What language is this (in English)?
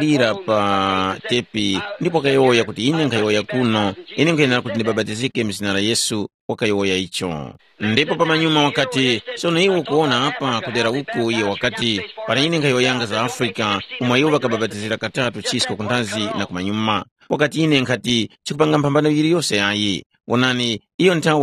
Tumbuka